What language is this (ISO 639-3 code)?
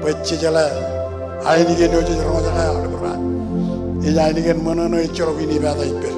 mah